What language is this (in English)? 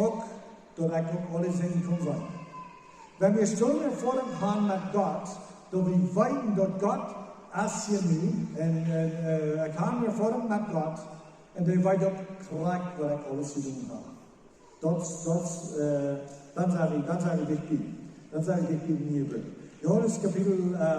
Plautdietsch